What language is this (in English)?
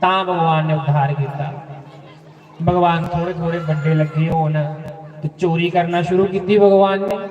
Dogri